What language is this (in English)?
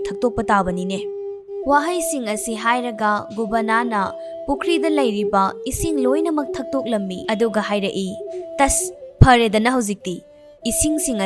Manipuri